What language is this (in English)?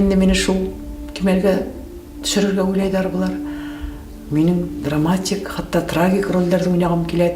Bashkir